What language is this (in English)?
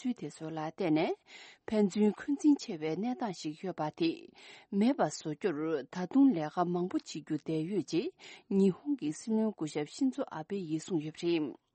Tibetan